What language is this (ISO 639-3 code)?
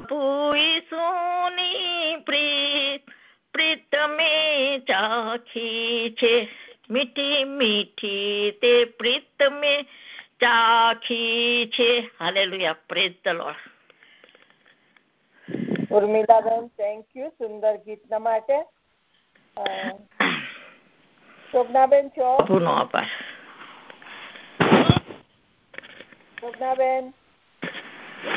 guj